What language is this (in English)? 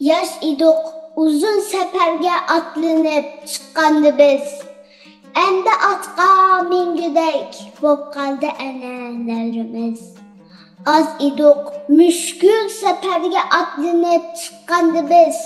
Uyghur